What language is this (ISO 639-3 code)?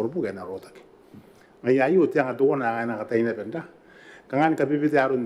gil